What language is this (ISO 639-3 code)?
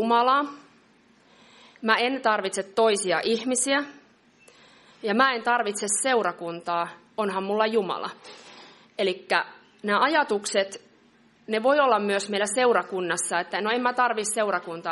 fin